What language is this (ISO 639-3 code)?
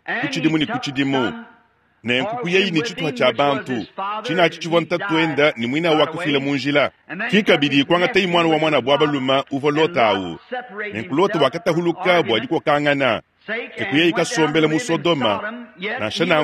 lua